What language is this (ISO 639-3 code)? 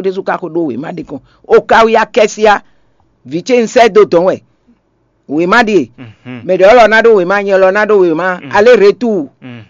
fon